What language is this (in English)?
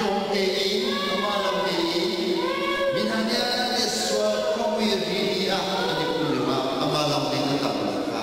Hakha Chin